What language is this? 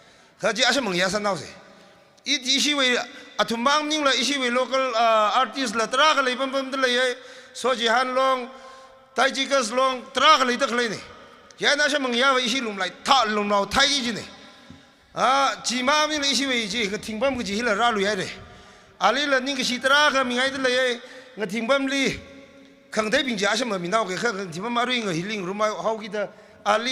Tangkhul Naga (India)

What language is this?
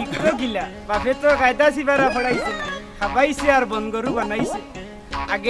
Sylheti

